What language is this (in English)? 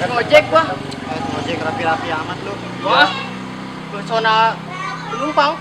Betawi